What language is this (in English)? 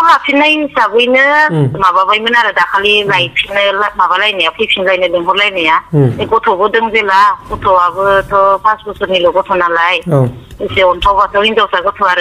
Bodo